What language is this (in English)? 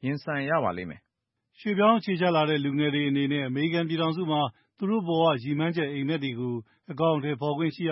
Burmese